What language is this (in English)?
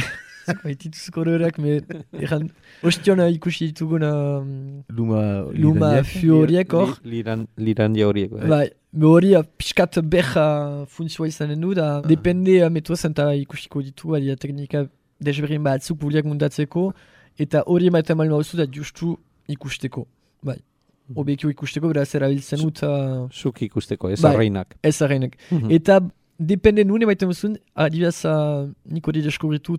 Basque